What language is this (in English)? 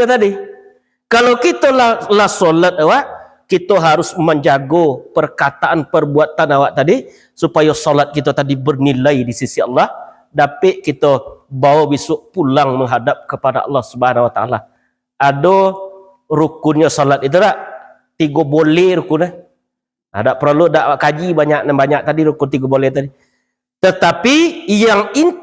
Minangkabau